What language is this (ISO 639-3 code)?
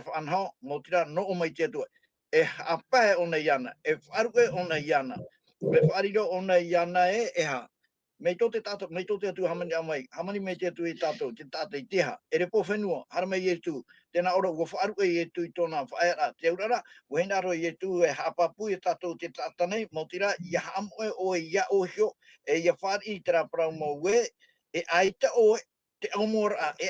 tah